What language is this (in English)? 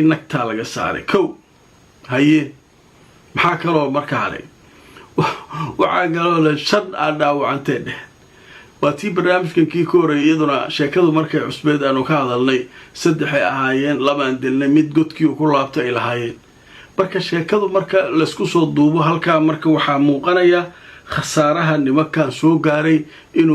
Somali